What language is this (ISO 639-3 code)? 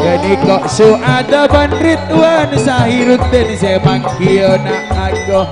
mad